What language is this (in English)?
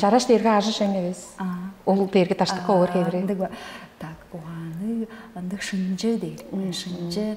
Tuvinian